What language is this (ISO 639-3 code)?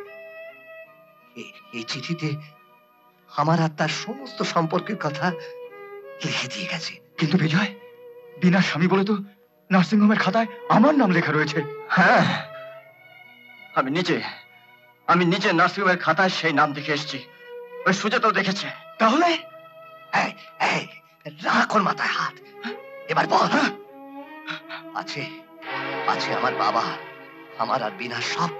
ben